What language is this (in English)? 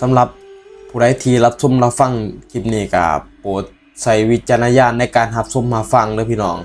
Northeastern Thai